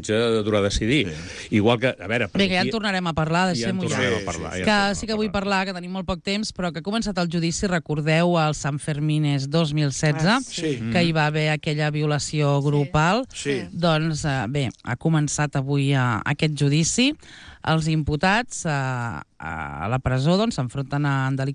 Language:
Catalan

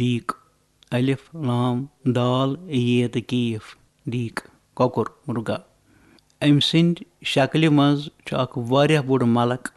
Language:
Kashmiri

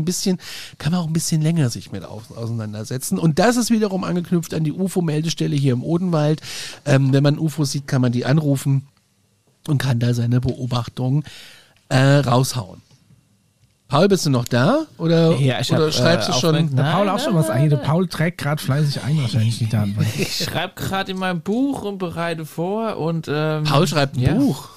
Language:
German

